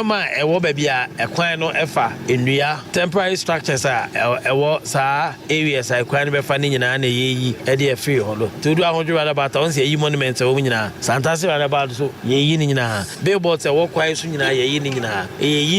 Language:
Akan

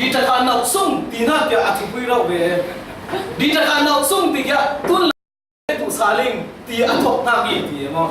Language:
Falam Chin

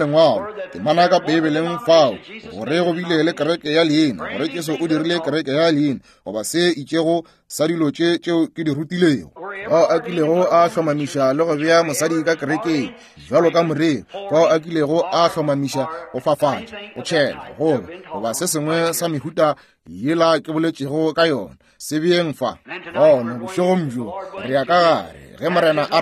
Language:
Northern Sotho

